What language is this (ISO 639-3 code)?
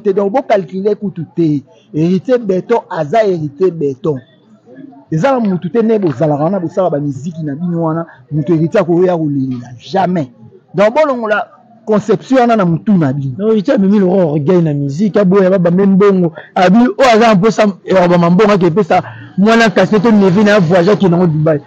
lin